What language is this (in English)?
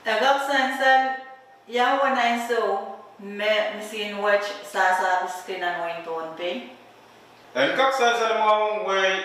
Pohnpeian